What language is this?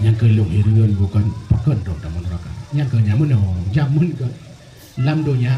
Achinese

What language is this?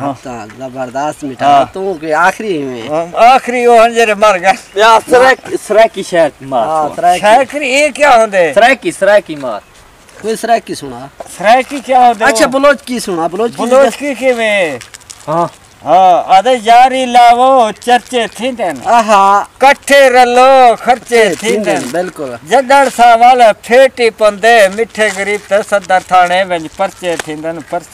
Saraiki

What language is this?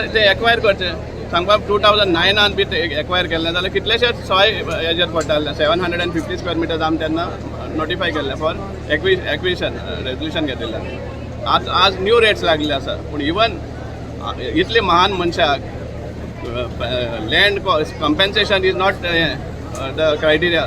Konkani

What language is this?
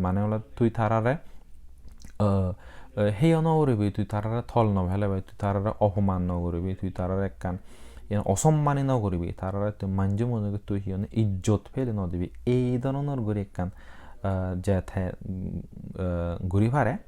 Chakma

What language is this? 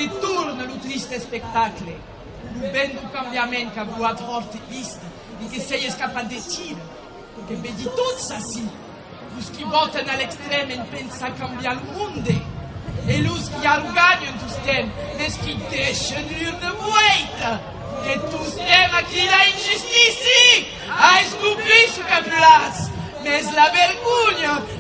Occitan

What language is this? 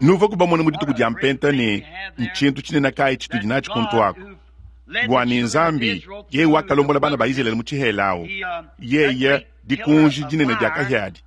Luba-Lulua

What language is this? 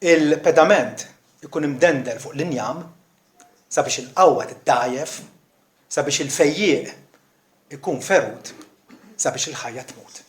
Maltese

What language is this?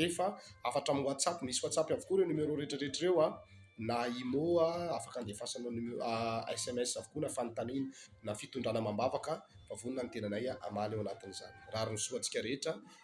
Malagasy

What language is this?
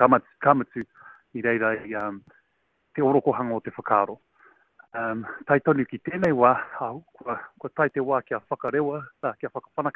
Māori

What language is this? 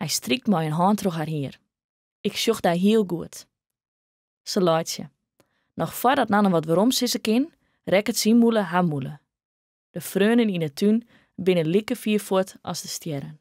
Western Frisian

